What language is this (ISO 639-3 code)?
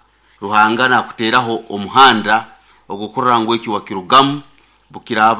nyn